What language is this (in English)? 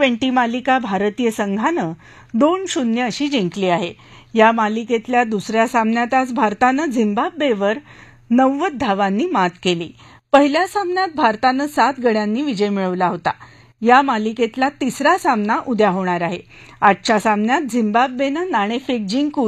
Marathi